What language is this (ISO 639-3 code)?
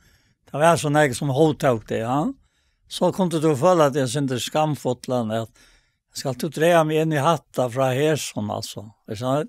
fao